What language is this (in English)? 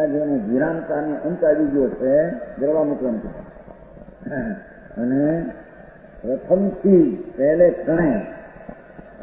Gujarati